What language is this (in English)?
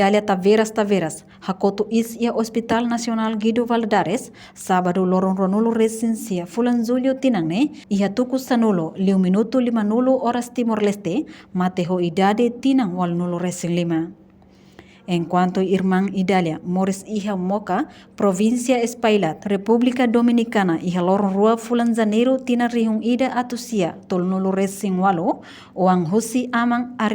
Tetum